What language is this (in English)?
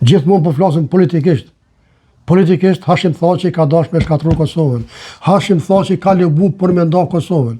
Albanian